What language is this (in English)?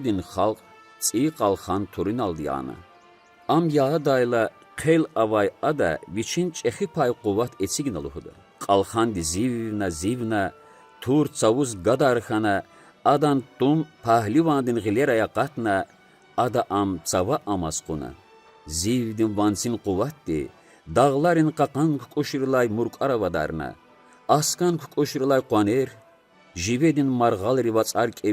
Lezghian